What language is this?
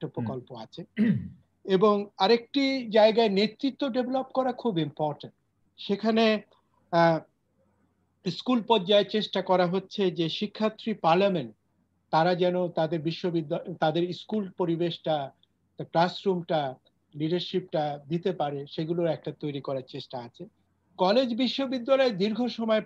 Bangla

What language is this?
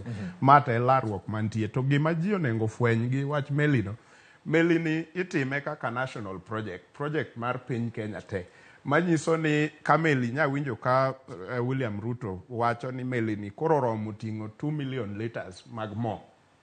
Luo (Kenya and Tanzania)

